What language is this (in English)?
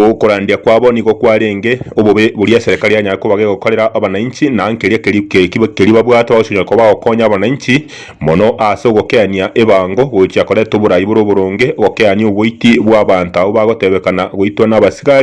Gusii